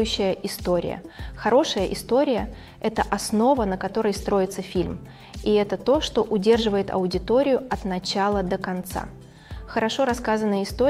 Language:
Russian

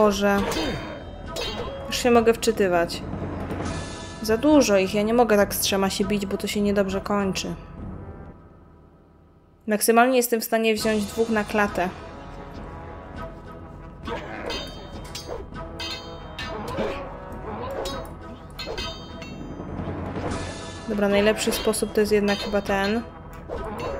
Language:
Polish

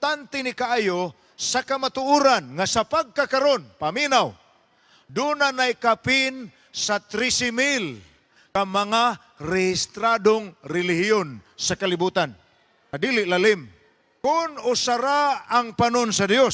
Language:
Cebuano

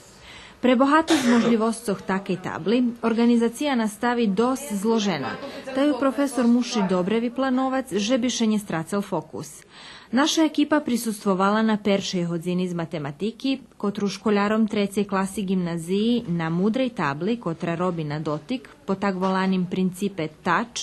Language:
Rusyn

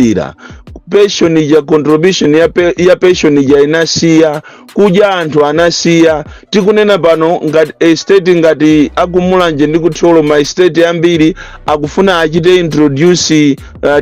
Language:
Nyanja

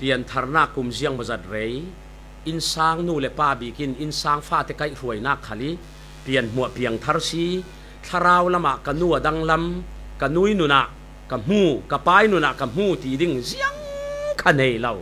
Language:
Falam Chin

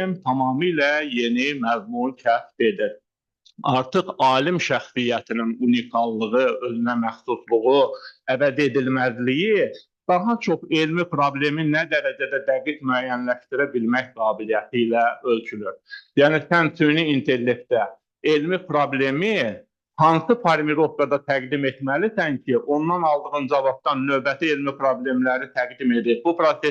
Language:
Azerbaijani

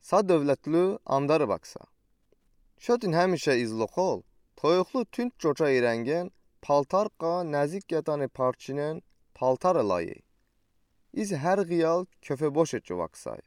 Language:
Udi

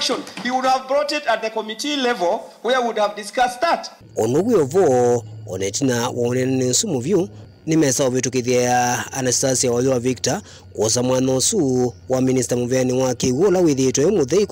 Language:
Kamba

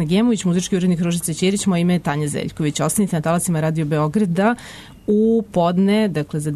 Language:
Serbian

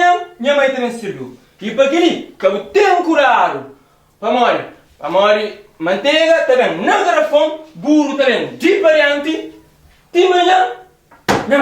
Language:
Kabuverdianu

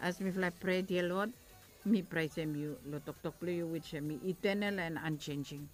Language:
Bislama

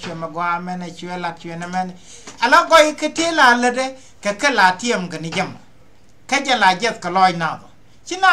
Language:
Nuer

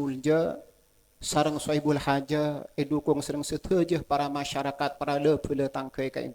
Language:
Madurese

